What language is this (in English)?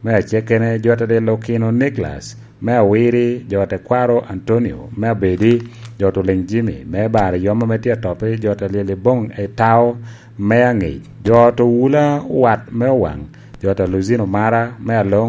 Lango (Uganda)